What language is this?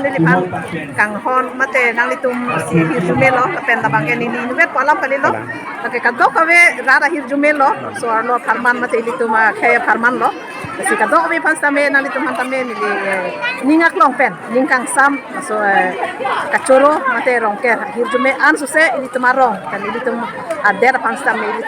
Karbi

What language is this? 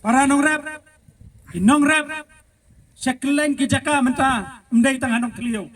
Khasi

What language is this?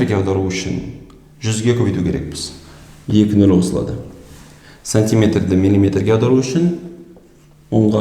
Kazakh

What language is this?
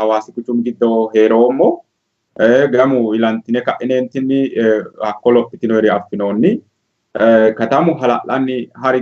Sidamo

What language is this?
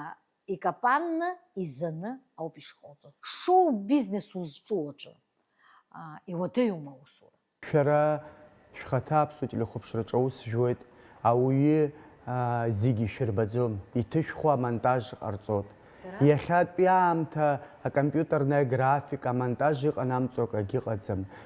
Abkhazian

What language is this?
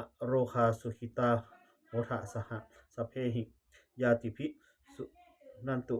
Pali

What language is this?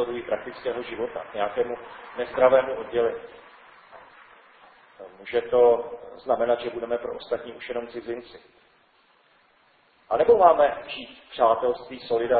Czech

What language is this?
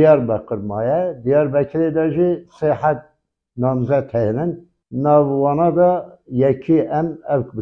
Kurdish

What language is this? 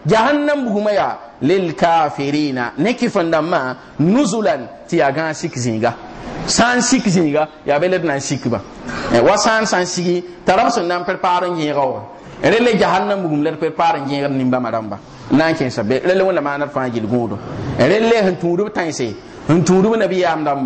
Mossi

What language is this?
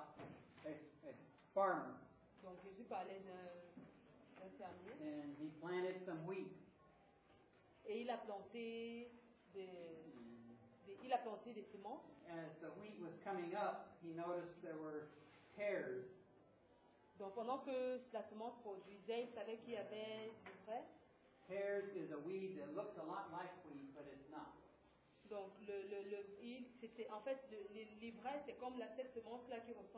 French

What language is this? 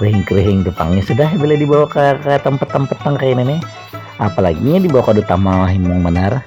Banjar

